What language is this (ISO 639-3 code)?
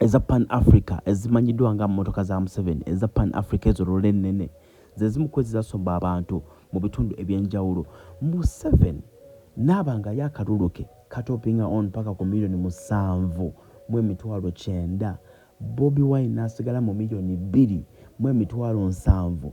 lug